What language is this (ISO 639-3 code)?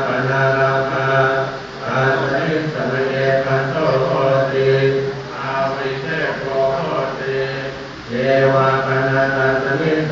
pli